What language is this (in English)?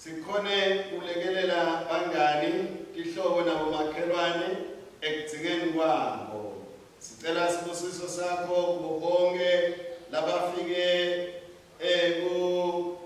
Swati